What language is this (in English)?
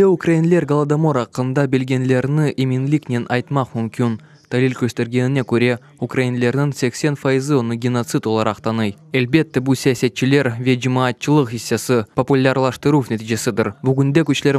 Crimean Tatar